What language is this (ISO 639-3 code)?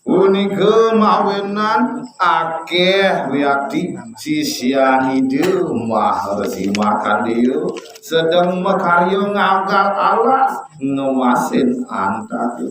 ban